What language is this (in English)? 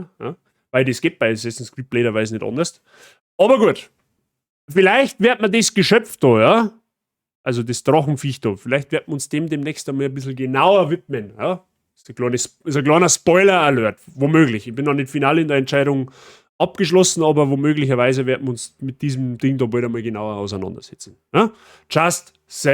Bavarian